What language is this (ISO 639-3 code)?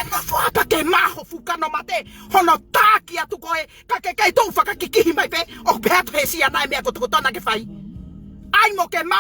ton